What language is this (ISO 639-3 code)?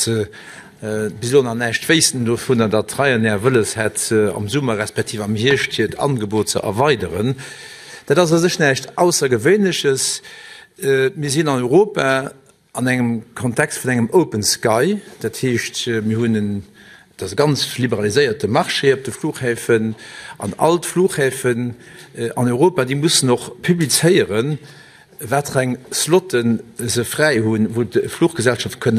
ltz